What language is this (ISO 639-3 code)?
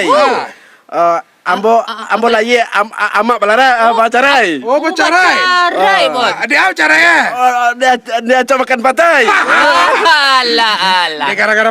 min